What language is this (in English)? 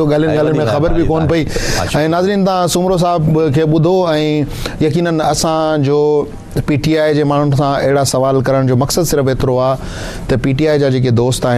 Sindhi